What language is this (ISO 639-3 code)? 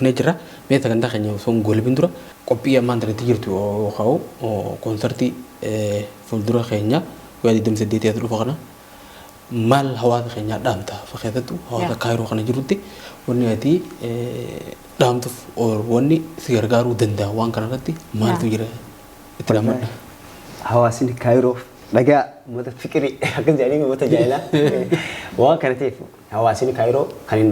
orm